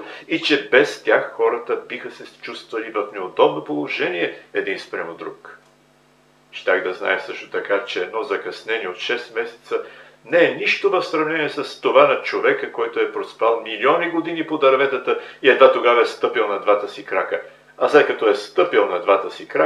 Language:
Bulgarian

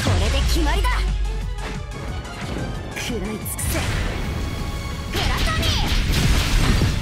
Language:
Japanese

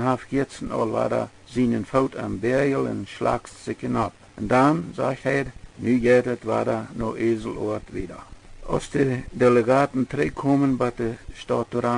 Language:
Plautdietsch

